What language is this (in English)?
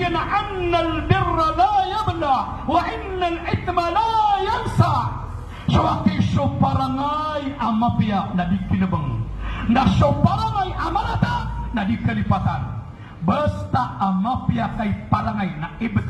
Maranao